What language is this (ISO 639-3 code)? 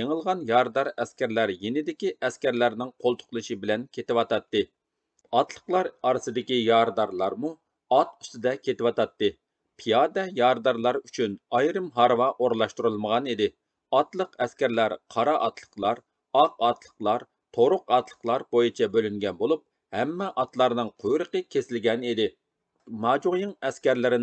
uig